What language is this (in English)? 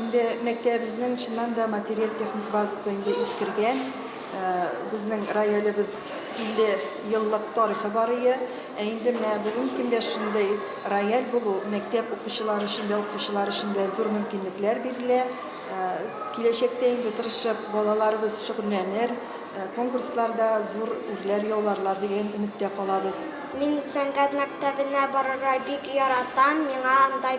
Tatar